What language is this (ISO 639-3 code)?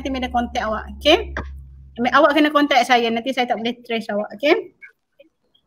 msa